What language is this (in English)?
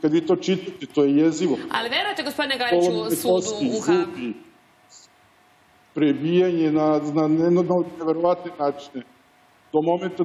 Serbian